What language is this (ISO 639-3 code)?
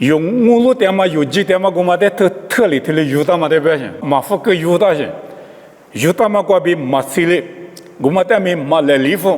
lis